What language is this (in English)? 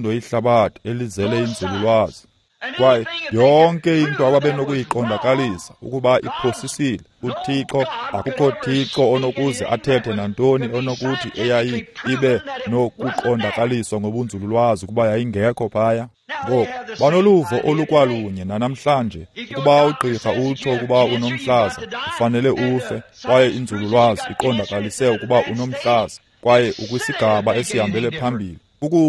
Xhosa